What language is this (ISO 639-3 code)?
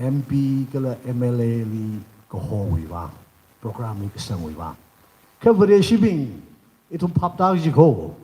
nmf